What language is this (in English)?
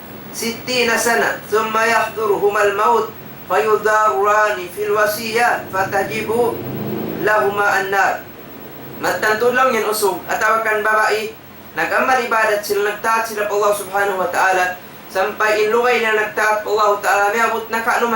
Tausug